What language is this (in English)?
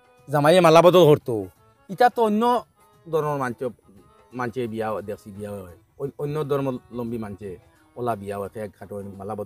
Sylheti